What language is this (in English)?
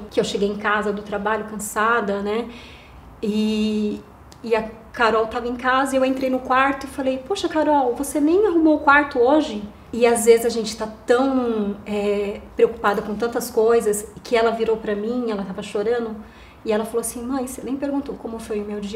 Portuguese